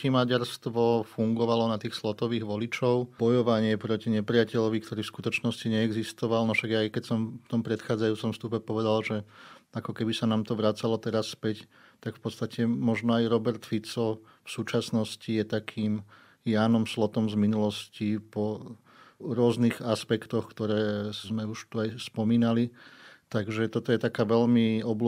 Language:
Slovak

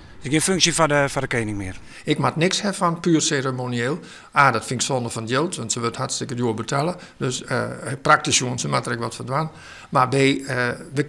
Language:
Western Frisian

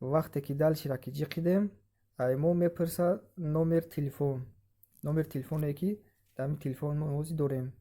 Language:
Tajik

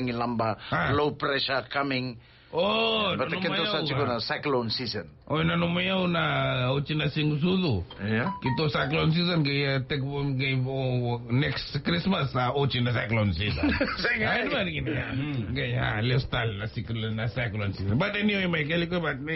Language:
Fijian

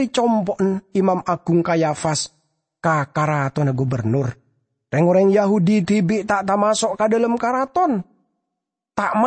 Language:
Madurese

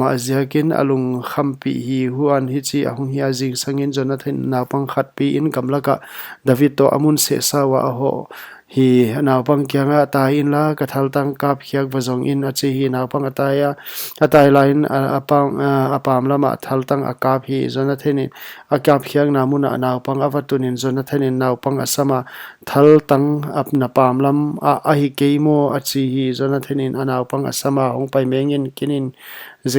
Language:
Paite Chin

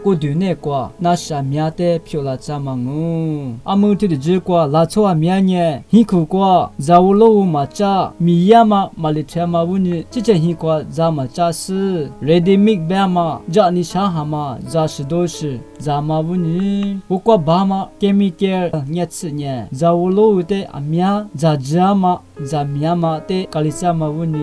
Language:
Lisu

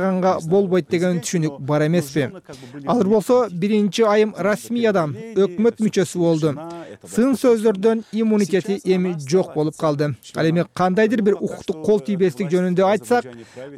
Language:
Kyrgyz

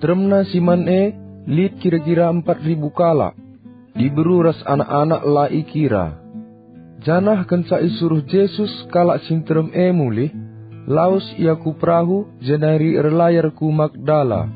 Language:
Batak Karo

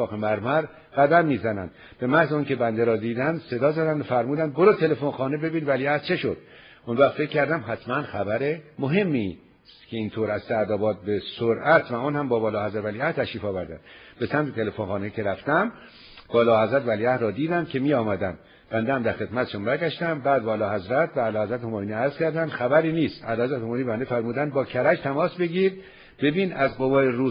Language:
Persian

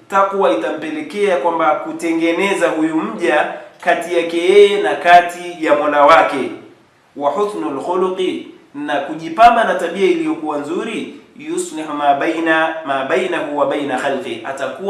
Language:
Swahili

